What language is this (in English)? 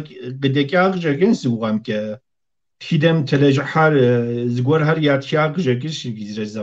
Kabardian